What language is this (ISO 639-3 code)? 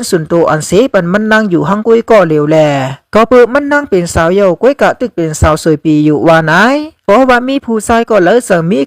shn